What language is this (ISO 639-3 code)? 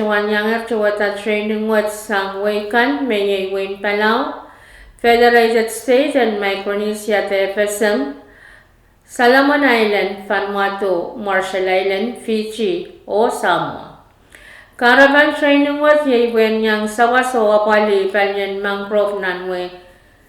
pon